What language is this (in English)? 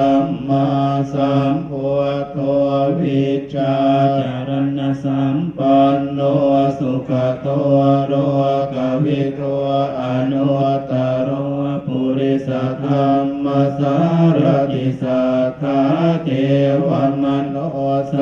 Pali